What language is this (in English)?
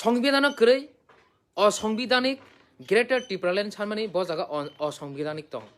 Kok Borok